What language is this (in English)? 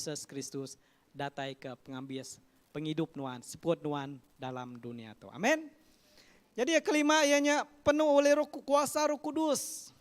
Iban